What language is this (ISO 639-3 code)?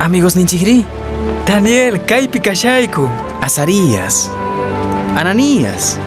que